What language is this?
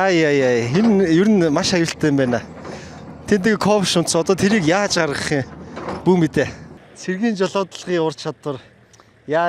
Mongolian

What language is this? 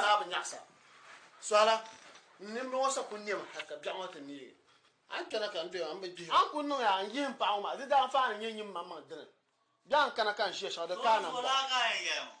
Dagbani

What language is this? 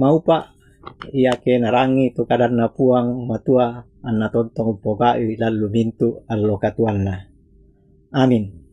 Toraja-Sa'dan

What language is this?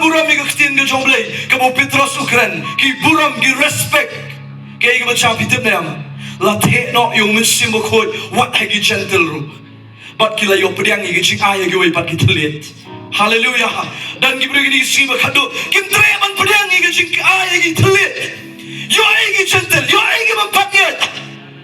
Khasi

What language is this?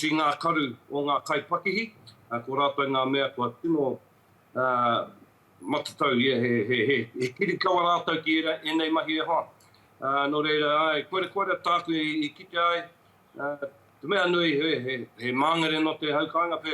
Māori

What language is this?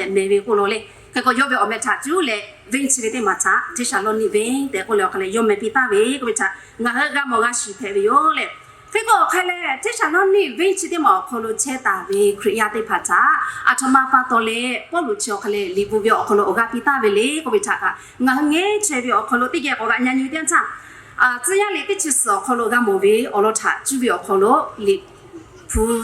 Lahu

